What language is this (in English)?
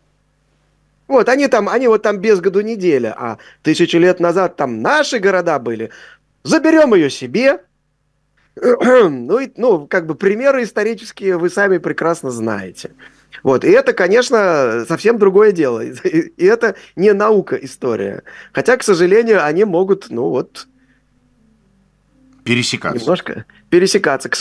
Russian